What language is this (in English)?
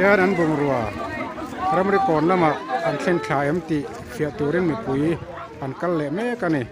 Mizo